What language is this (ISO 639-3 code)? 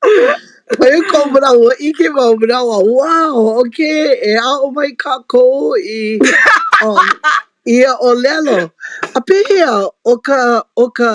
haw